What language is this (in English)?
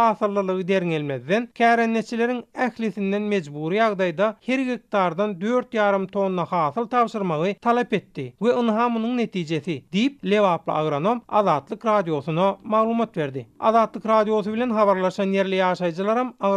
Turkmen